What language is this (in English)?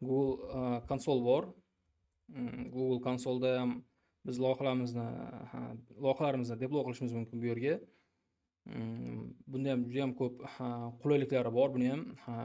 Uzbek